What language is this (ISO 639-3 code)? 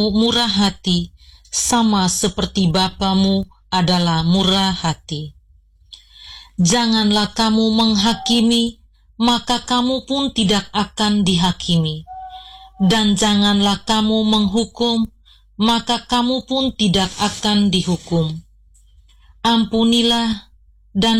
ind